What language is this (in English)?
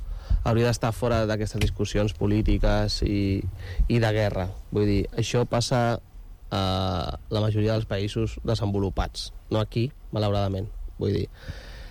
Catalan